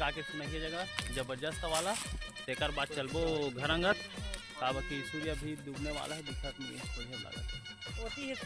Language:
Chhattisgarhi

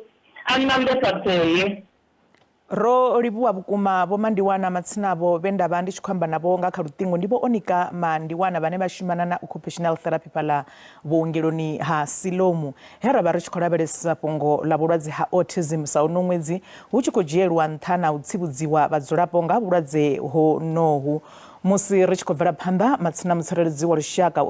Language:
Venda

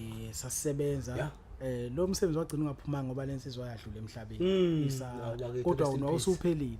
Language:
Zulu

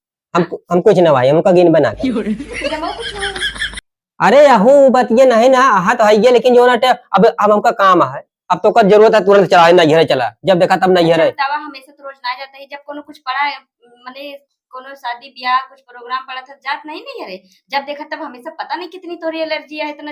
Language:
Awadhi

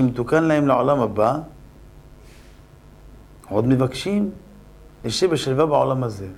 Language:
Hebrew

